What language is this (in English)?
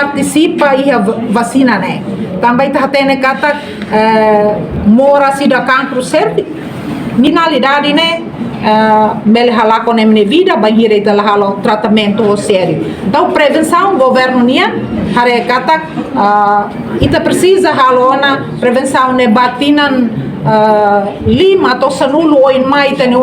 Tetum